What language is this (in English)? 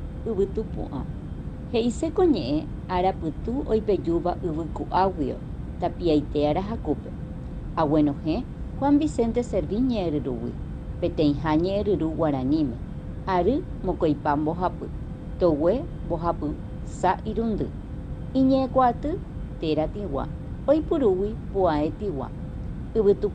Guarani